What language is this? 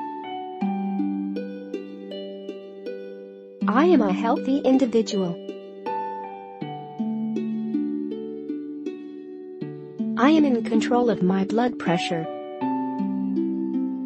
English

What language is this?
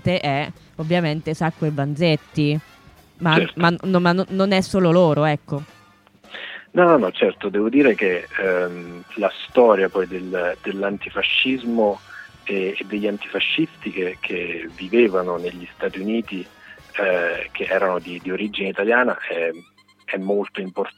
Italian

